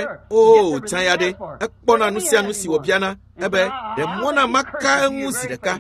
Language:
Ewe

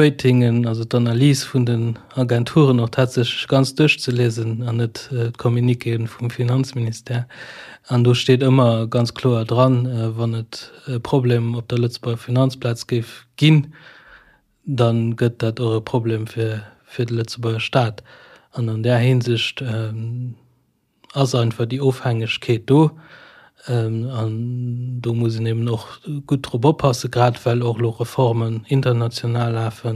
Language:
Luxembourgish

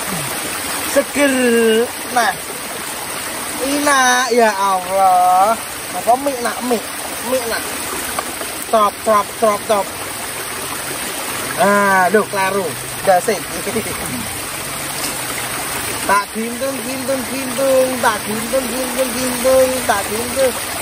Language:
Javanese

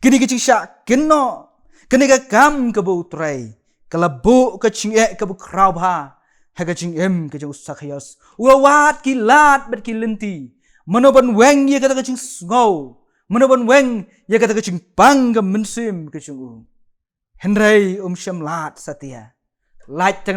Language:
Khasi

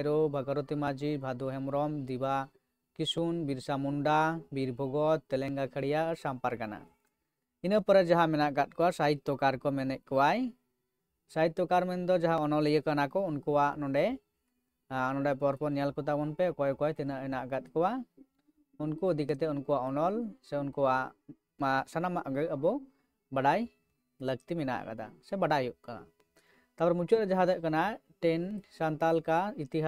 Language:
Santali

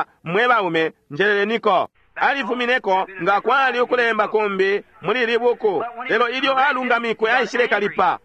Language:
Bemba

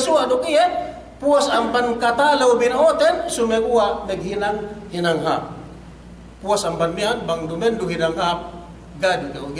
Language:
Yakan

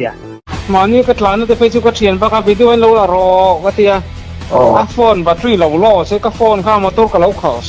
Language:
Mizo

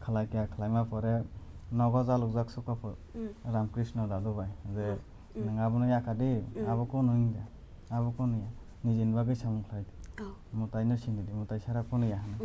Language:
Kok Borok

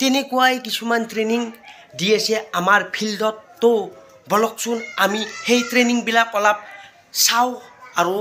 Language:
Assamese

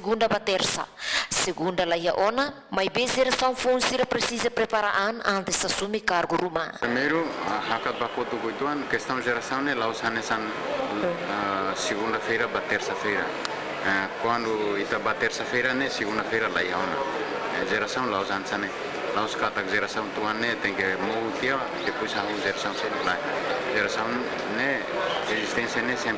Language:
Tetum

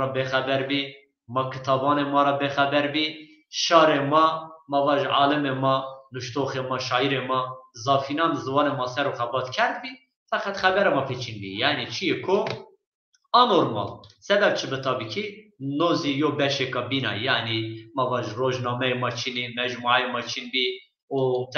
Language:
Zaza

